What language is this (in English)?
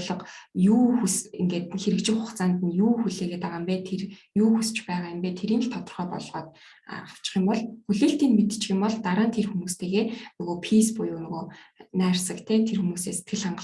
Mongolian